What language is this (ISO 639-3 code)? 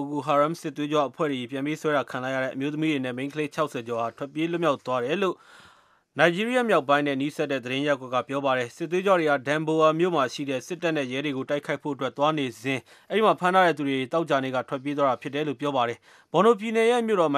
mya